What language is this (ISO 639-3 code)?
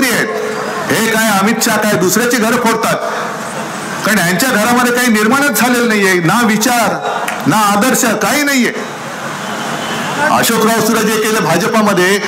mar